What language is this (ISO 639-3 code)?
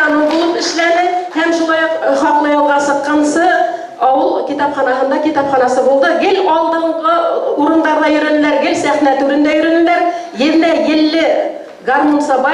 bak